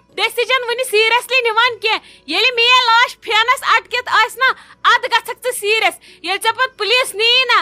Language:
Kashmiri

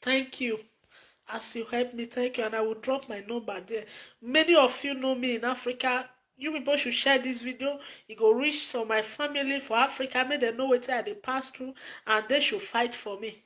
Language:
Nigerian Pidgin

